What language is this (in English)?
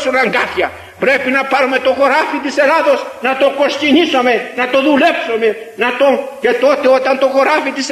Greek